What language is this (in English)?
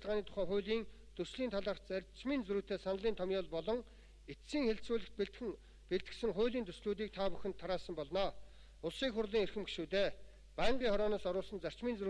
Mongolian